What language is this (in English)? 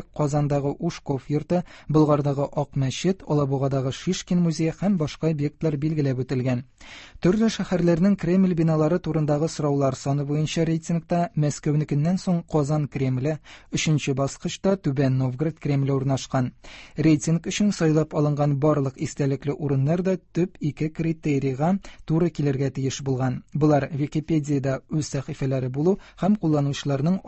Tatar